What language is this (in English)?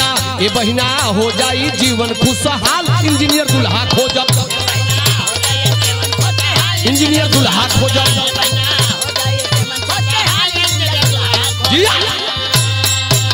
Bhojpuri